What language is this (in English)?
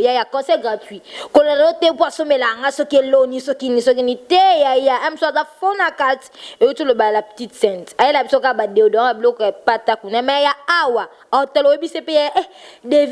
Lingala